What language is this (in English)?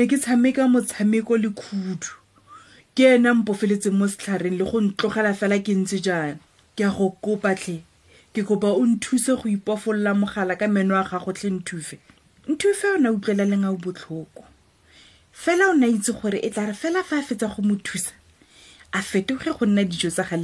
Tswana